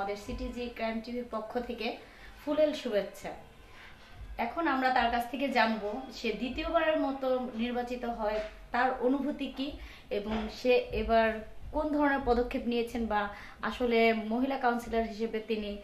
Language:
Bangla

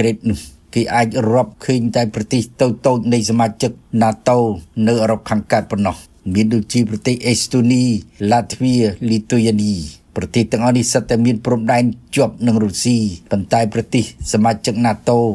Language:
Khmer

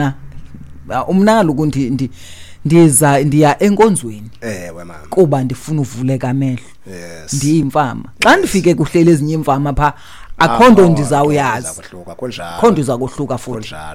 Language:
Xhosa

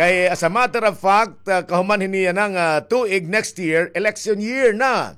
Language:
Waray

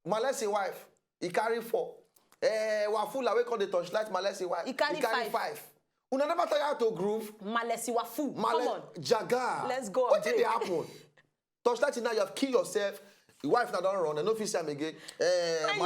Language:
Nigerian Pidgin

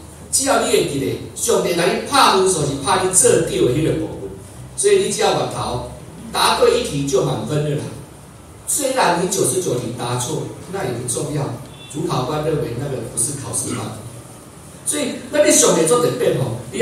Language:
Min Nan Chinese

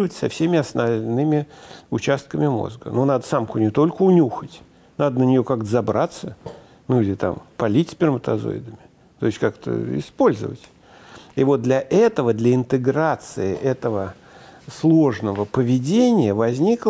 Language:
Russian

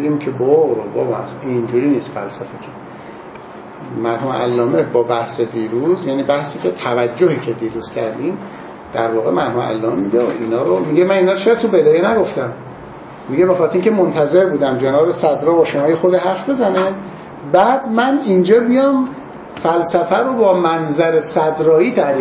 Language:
Persian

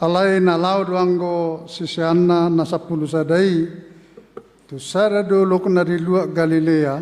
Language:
Batak Toba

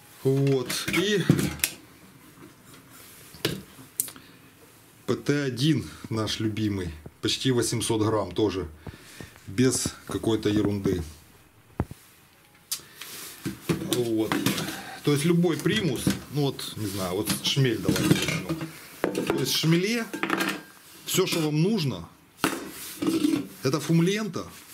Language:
Russian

